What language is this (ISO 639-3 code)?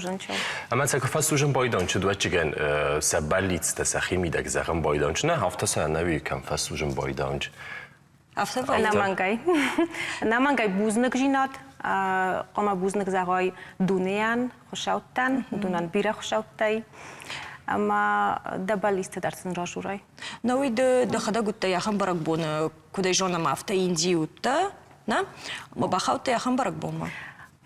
oss